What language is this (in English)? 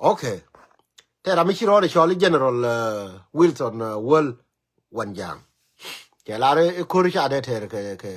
Nuer